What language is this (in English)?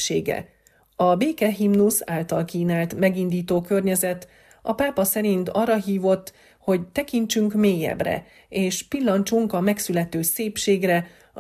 Hungarian